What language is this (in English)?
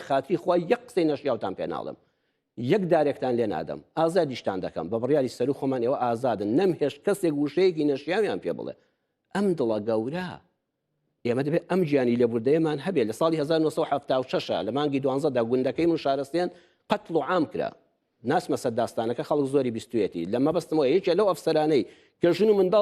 Central Kurdish